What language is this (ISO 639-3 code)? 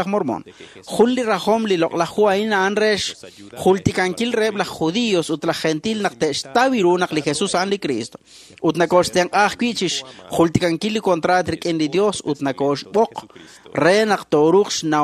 kek